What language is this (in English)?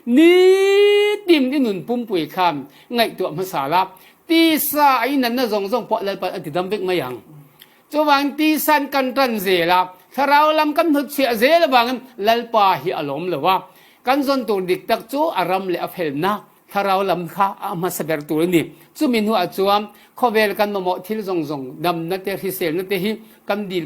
Falam Chin